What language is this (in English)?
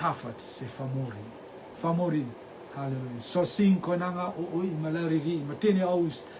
Rotuman